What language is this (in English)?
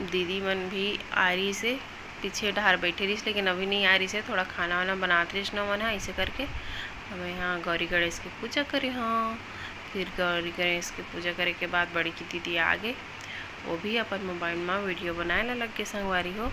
Chhattisgarhi